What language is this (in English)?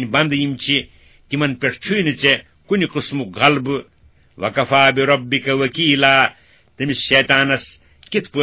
Kashmiri